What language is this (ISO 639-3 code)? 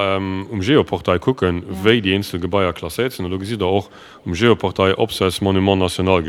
ltz